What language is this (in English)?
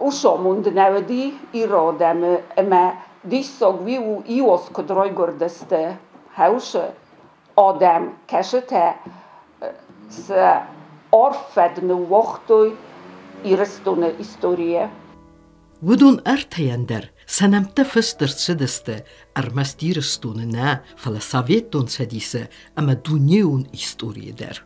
Ossetic